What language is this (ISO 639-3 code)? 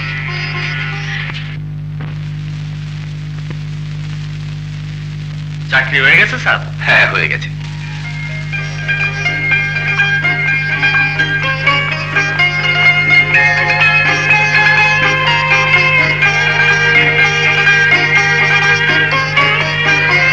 ben